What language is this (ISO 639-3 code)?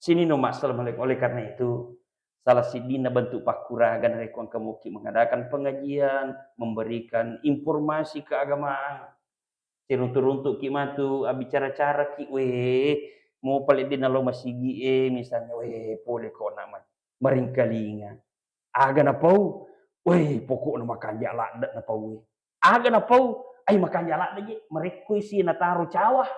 bug